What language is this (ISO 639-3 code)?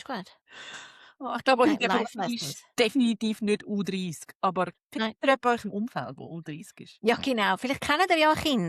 gsw